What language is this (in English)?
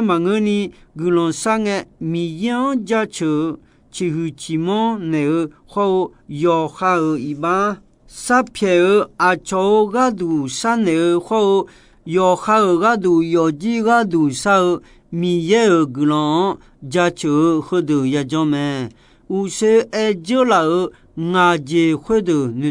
Akha